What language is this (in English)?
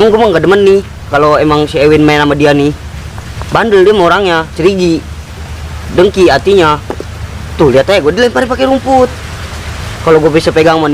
Betawi